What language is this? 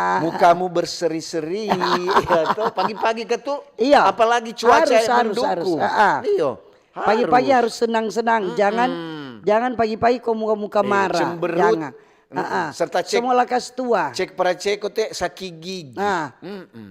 Manado Malay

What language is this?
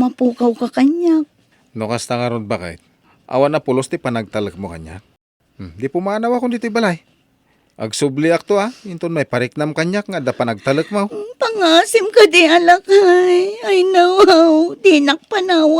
Iloko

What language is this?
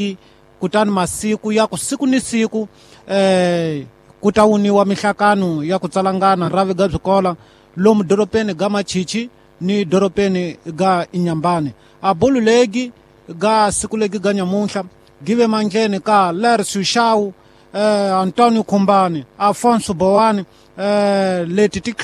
Tsonga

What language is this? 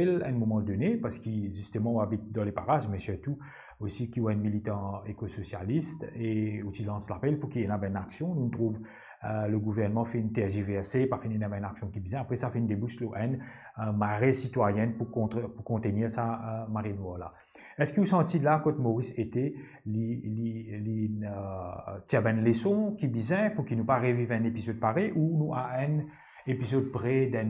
Morisyen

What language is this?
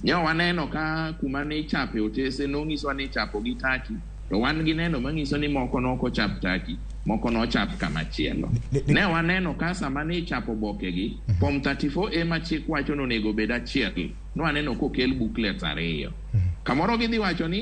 Luo (Kenya and Tanzania)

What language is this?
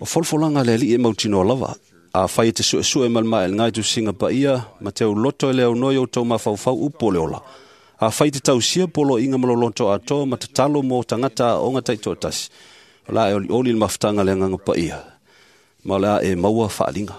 Samoan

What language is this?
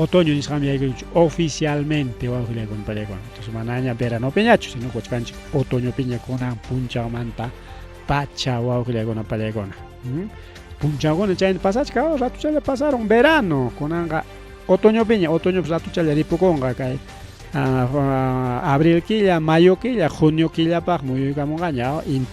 Ayacucho Quechua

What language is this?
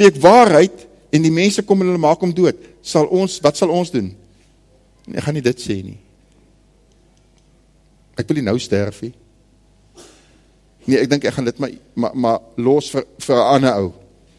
Afrikaans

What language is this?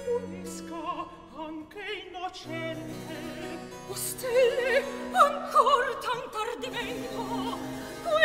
Italian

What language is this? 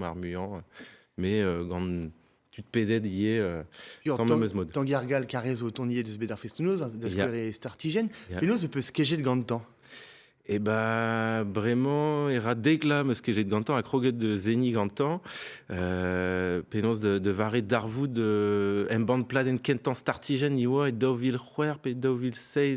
Breton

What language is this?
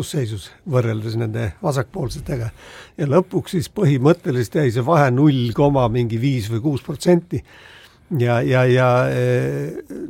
Estonian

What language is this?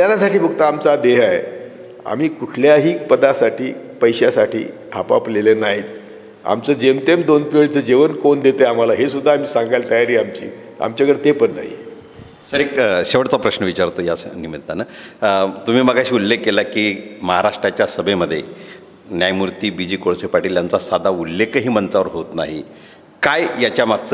Marathi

